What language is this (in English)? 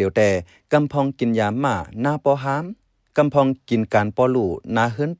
Shan